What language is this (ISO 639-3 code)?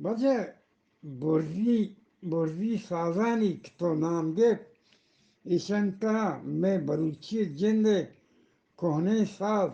bgp